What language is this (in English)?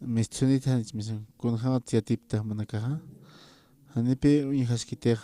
Aymara